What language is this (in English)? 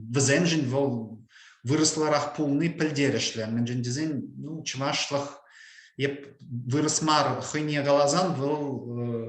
Chuvash